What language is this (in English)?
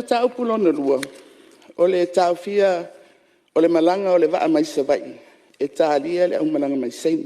Samoan